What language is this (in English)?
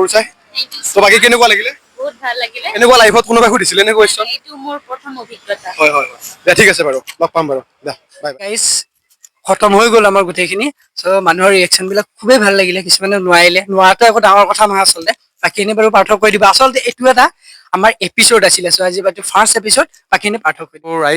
Assamese